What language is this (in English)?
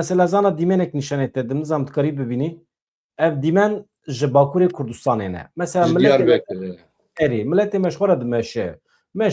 Kurdish